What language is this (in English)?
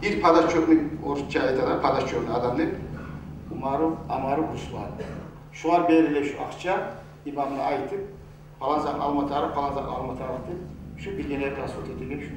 Kumyk